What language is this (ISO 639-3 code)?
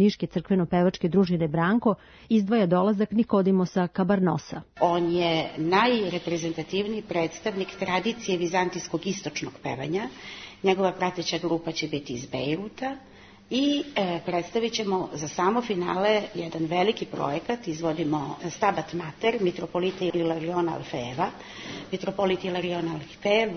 srp